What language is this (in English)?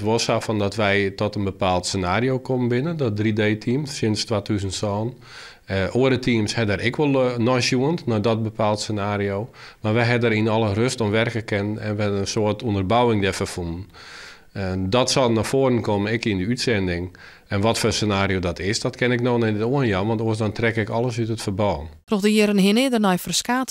Western Frisian